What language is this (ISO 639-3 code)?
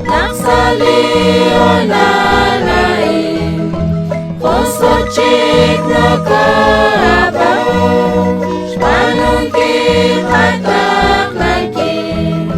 kek